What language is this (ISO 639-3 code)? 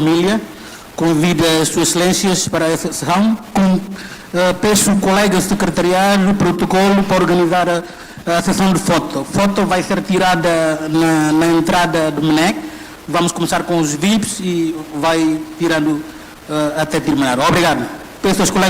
tet